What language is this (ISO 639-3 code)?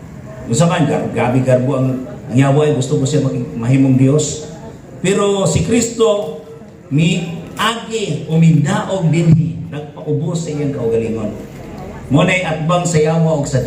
ceb